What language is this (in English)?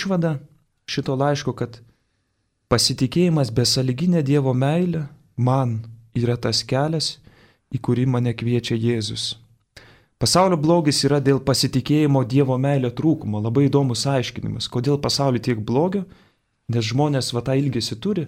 Lithuanian